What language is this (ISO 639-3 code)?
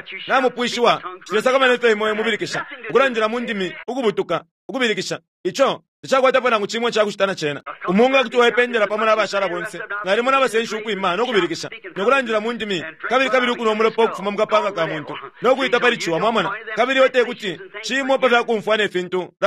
bem